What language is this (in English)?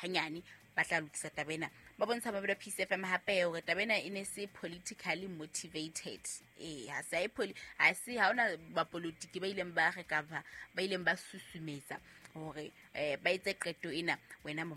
Southern Sotho